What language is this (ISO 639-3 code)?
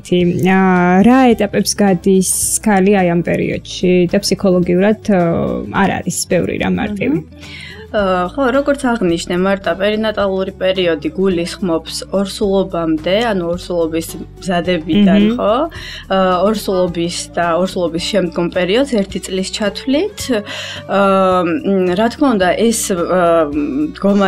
kat